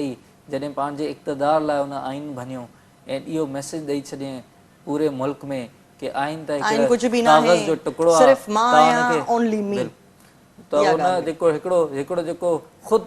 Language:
Sindhi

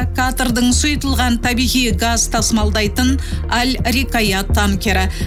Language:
Kazakh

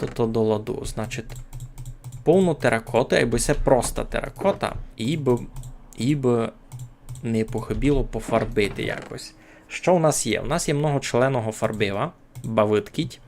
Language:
Rusyn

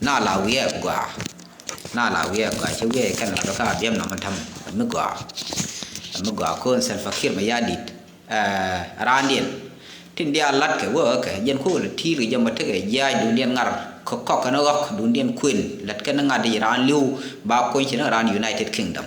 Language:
Nuer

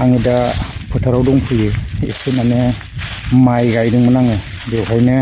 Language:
Bodo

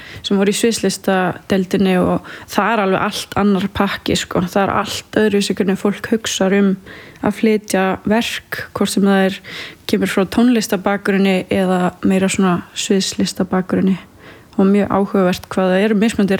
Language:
Icelandic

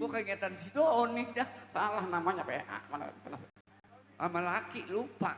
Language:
Betawi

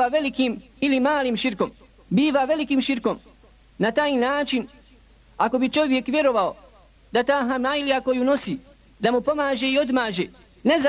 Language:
Bosnian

